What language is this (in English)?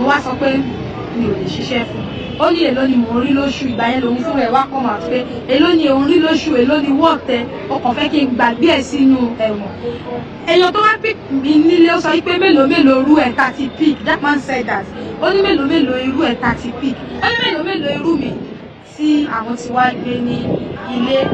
Yoruba